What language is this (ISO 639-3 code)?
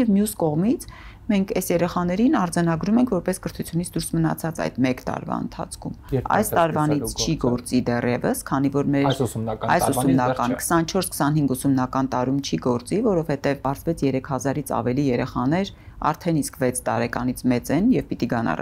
hye